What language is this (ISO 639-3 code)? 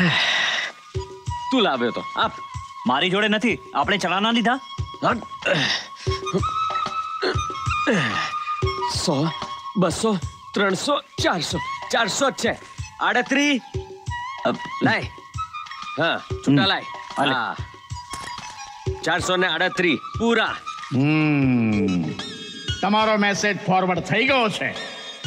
guj